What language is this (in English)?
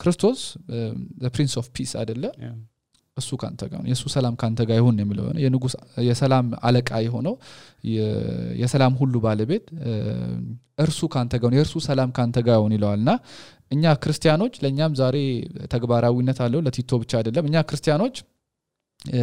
Amharic